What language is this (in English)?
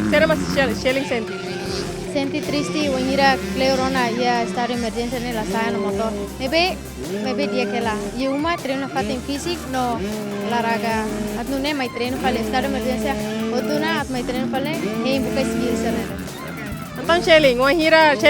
Tetum